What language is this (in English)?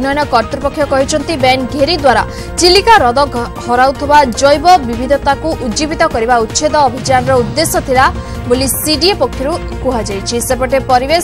Odia